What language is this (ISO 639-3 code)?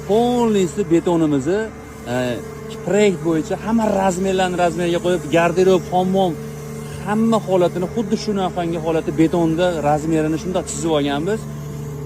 uzb